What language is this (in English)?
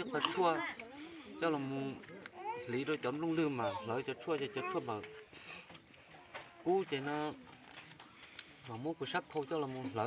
Vietnamese